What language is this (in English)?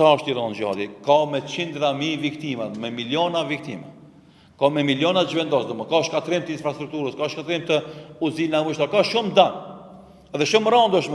Albanian